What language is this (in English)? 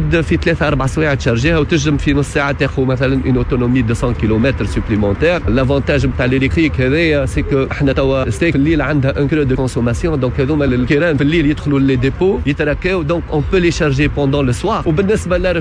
Tunisian Arabic